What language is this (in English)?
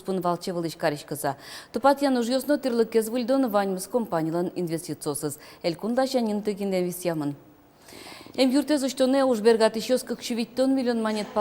Udmurt